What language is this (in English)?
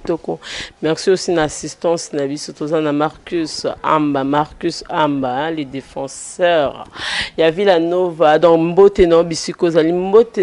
Lingala